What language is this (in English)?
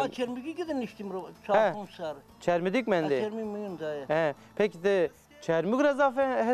Zaza